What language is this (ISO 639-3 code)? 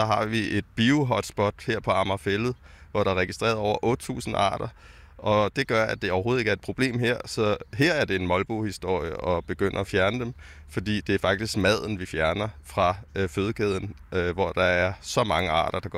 dan